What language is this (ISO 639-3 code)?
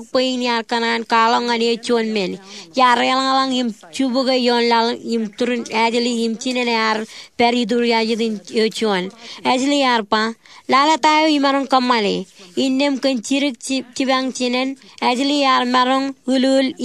mah